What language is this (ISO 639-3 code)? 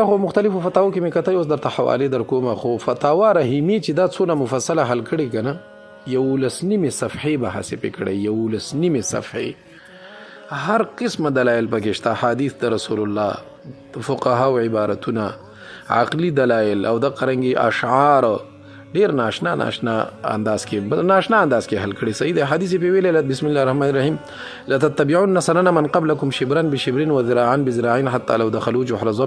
pus